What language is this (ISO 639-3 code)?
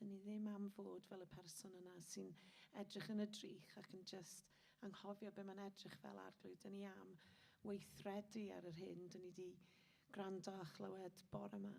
cym